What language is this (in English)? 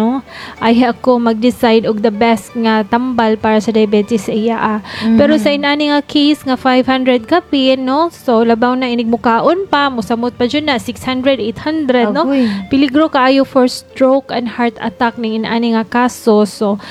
Cebuano